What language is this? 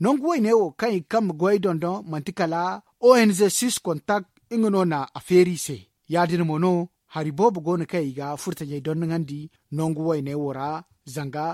Zarma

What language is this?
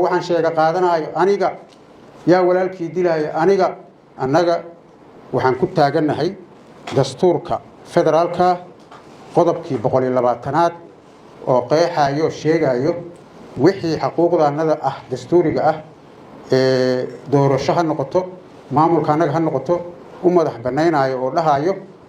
Somali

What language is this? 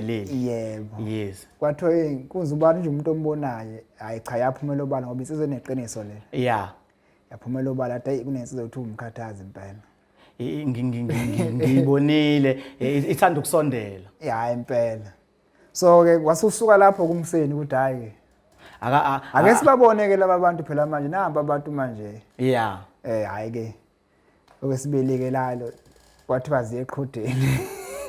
Zulu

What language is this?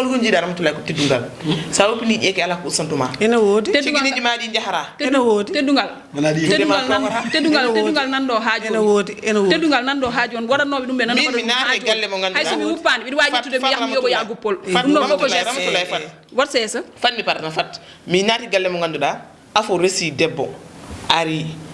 Fula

